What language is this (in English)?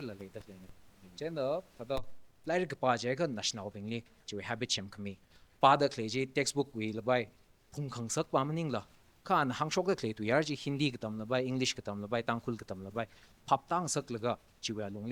Tangkhul Naga (India)